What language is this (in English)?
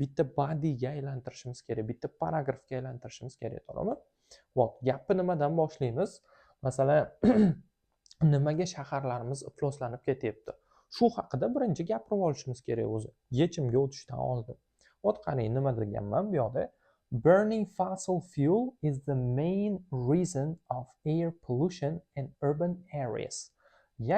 Uzbek